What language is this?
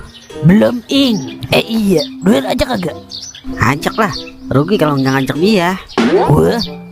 Betawi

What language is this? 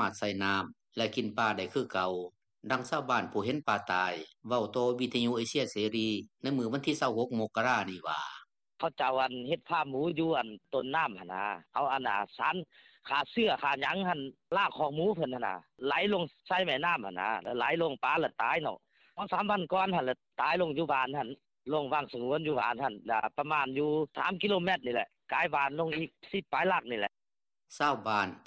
Lao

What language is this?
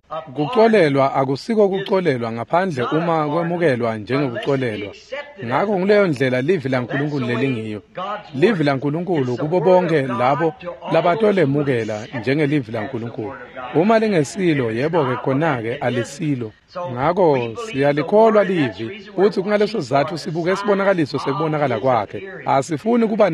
Swati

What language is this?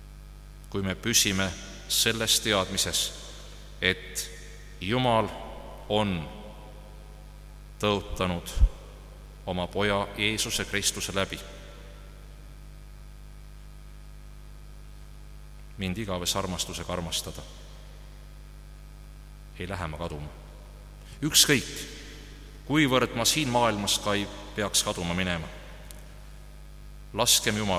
Estonian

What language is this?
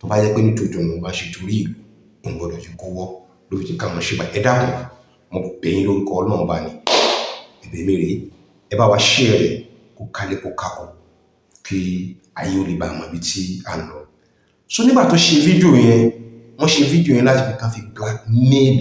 Yoruba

